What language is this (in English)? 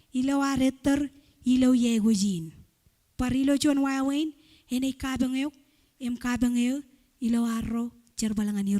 Marshallese